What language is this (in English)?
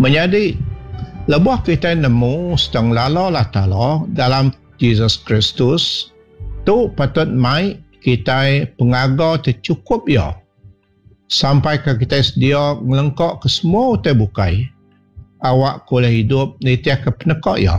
Iban